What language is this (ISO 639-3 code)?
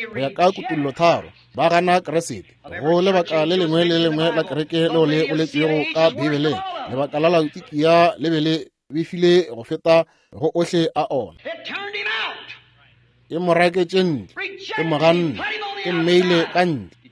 nso